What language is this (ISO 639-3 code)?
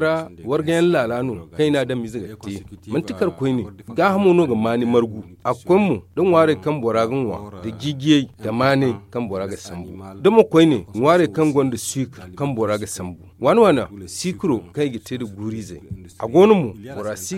dje